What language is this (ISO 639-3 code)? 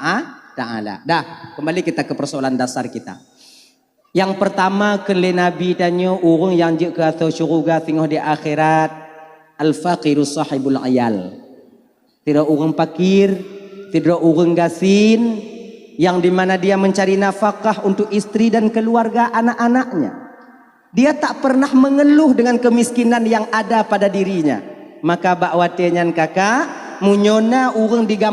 ace